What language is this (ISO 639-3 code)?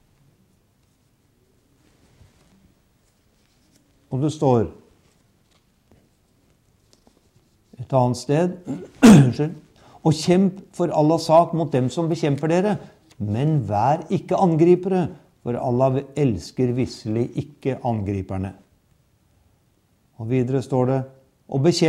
nor